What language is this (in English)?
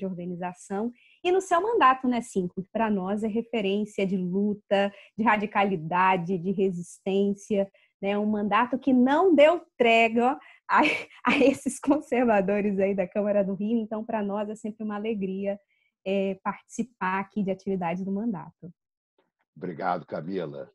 Portuguese